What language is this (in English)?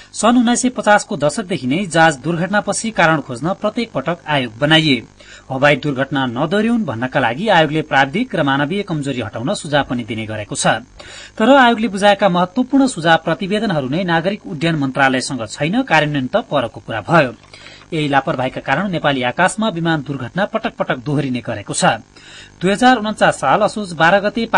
Nepali